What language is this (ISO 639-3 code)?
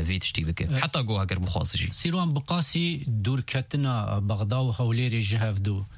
kur